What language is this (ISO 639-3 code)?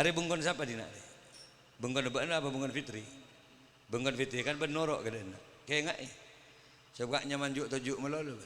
mad